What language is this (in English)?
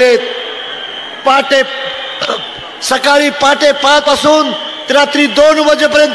Marathi